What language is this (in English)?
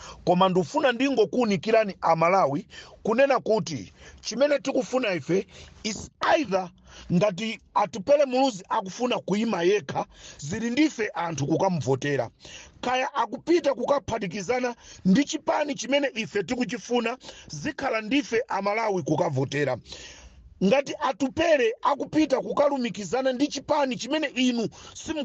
Nyanja